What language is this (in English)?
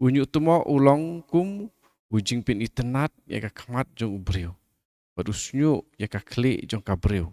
Khasi